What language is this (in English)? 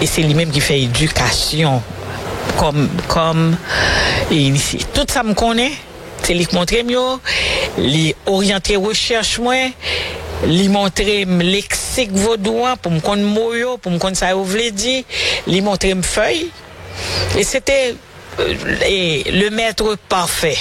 Haitian Creole